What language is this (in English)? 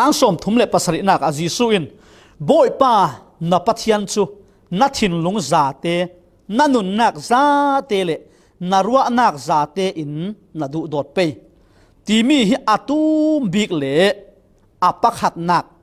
Falam Chin